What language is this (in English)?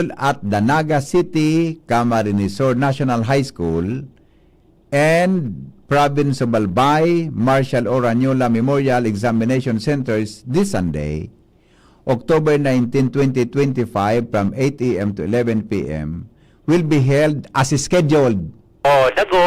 Bikol